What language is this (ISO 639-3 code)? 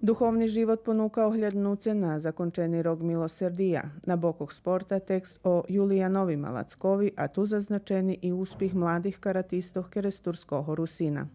rue